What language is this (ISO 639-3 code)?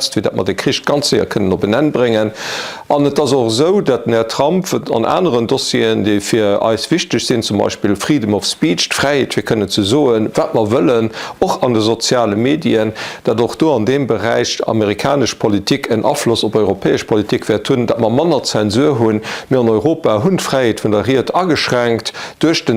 ltz